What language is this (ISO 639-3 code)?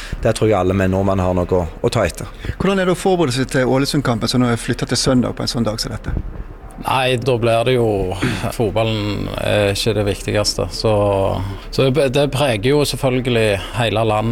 nor